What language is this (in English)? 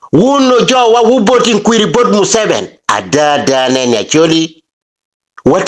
Acoli